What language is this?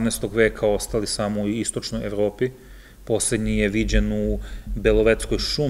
Serbian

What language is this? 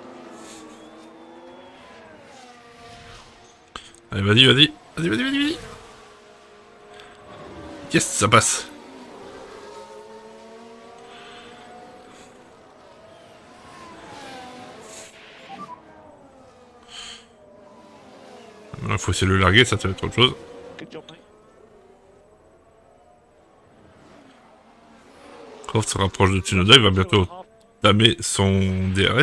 French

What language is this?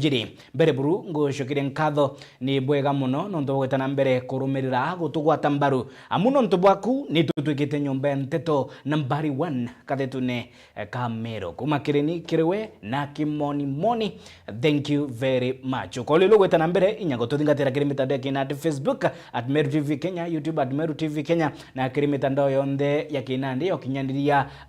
Meru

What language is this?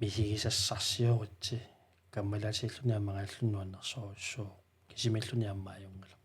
Kalaallisut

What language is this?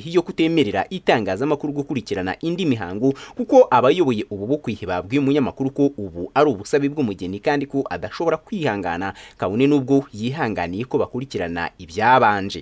Kinyarwanda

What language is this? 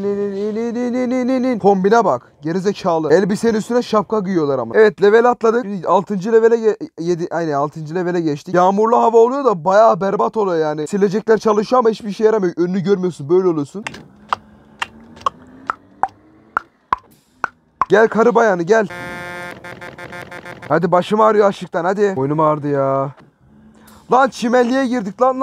Turkish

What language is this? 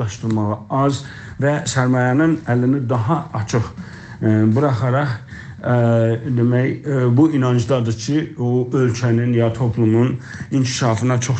South Azerbaijani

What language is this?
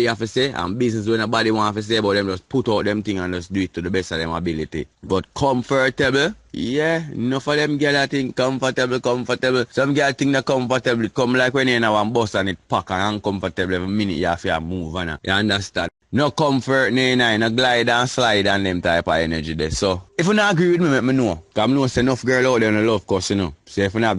Jamaican Creole English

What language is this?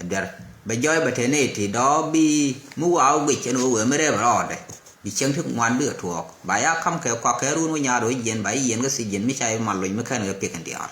Nuer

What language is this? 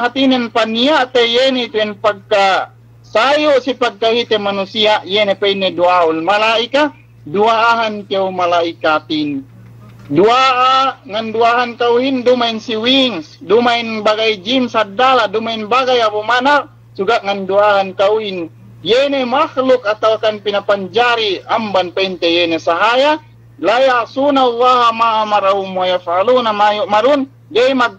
Yakan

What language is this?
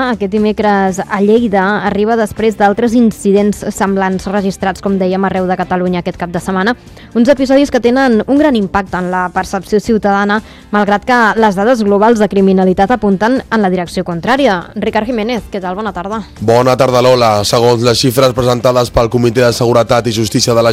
Catalan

